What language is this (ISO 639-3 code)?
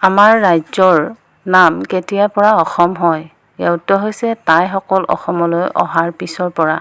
asm